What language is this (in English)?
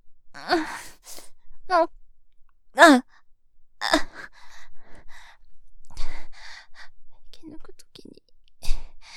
Japanese